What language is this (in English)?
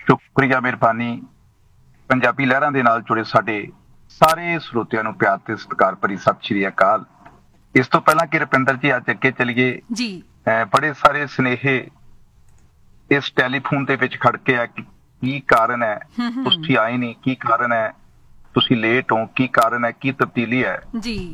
Punjabi